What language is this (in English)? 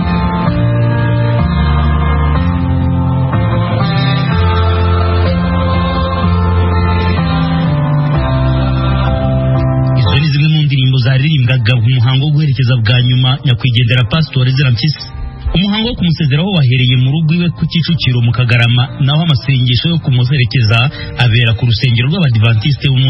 Kinyarwanda